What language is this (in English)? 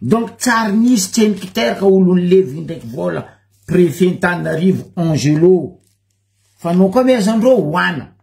Malagasy